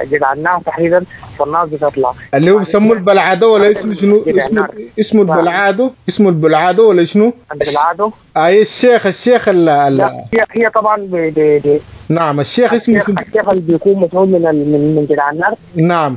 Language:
Sudanese Arabic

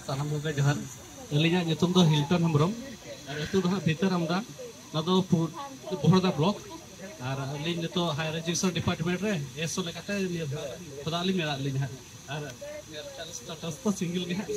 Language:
Santali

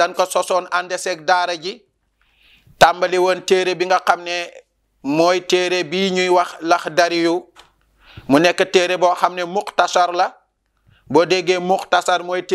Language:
Wolof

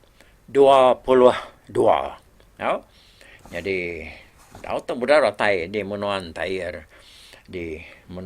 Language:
Iban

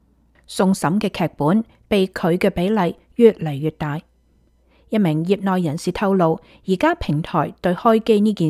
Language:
Cantonese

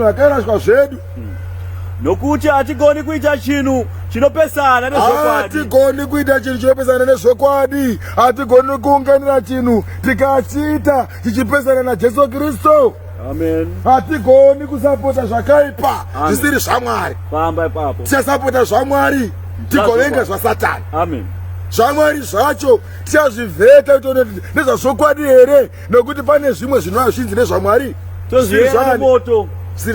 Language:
Shona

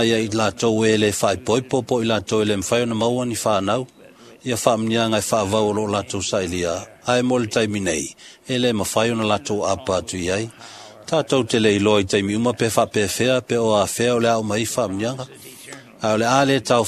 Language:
Samoan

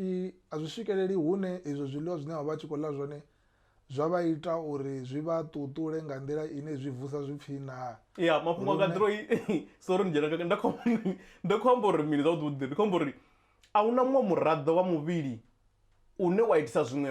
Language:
Venda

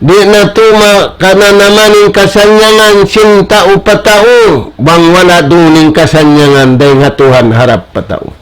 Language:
Tausug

